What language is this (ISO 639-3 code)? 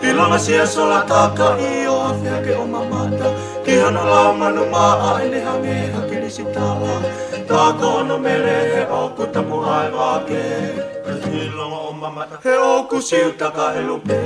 ton